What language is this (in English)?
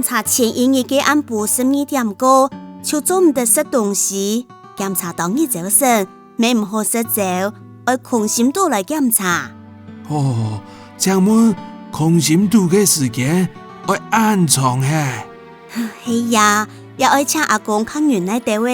Hakka Chinese